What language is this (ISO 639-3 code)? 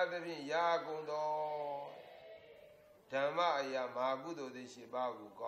mya